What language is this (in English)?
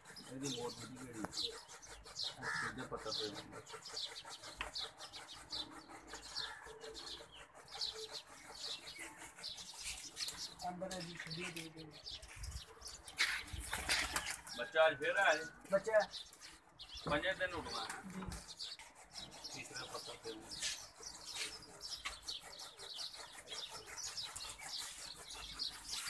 Punjabi